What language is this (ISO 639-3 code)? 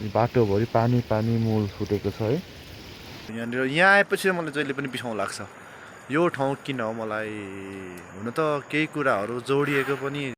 nep